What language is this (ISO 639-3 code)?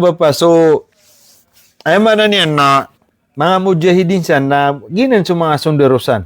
mrw